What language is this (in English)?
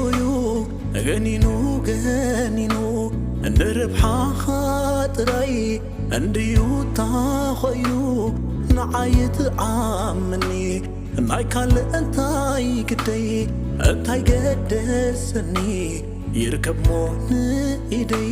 Tigrinya